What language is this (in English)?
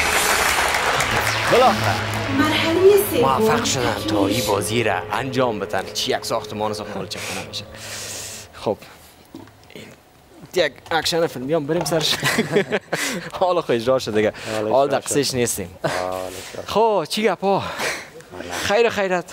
Persian